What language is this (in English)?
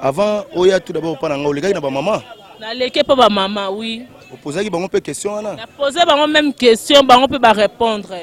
Lingala